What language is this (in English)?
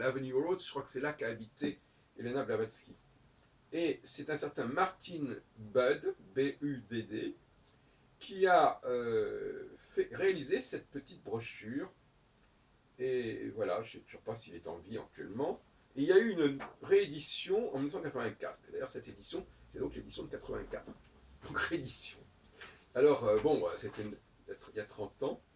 French